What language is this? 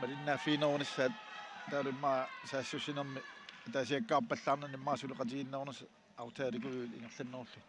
Kalaallisut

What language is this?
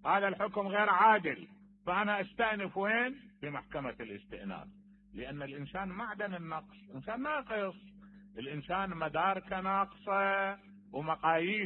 Mesopotamian Arabic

